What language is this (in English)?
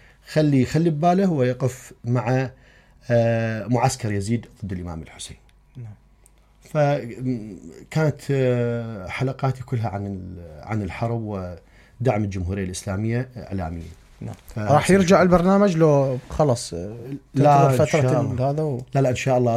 Mesopotamian Arabic